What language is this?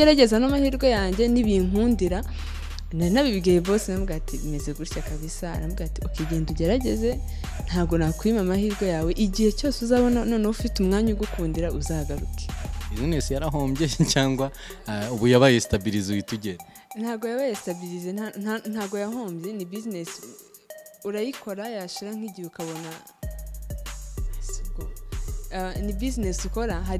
Kinyarwanda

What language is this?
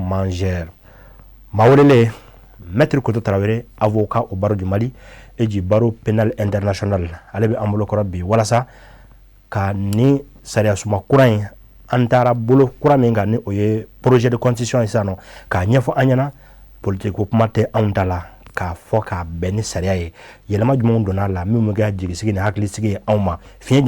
Bambara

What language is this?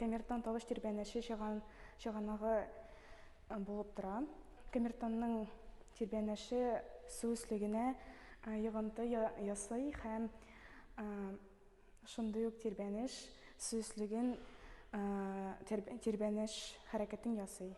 Tatar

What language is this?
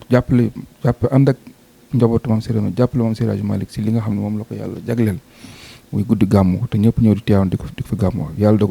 Wolof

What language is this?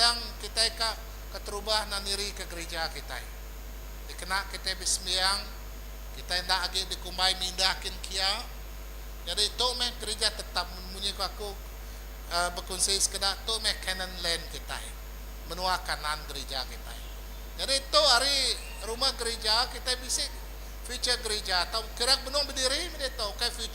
Iban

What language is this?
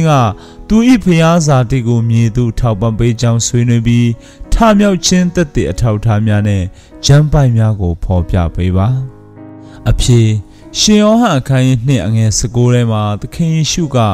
Burmese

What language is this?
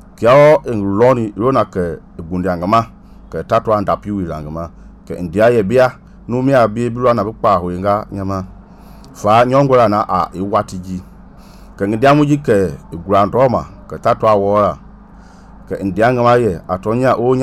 Mende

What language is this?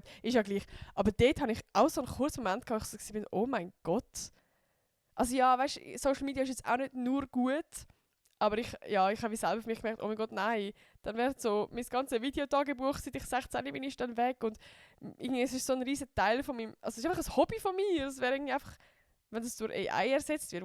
Swiss German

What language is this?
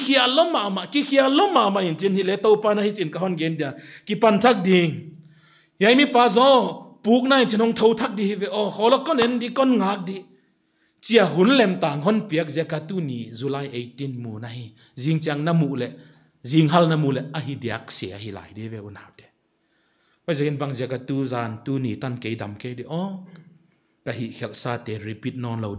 Paite Chin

